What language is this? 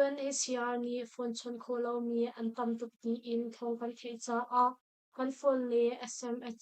Hakha Chin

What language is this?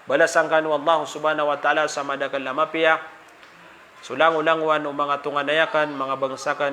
Maranao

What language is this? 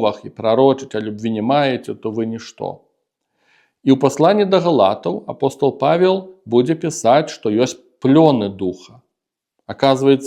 Belarusian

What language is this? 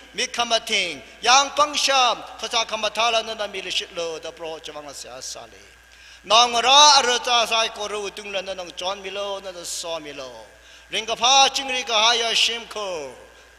Tangkhul Naga (India)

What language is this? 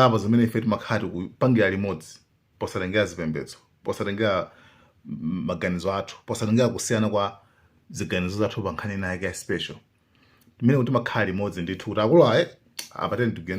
Nyanja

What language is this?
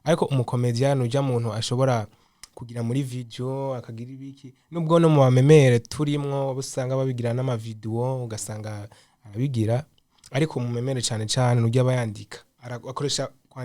Rundi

